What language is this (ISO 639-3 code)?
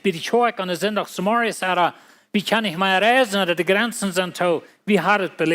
pdt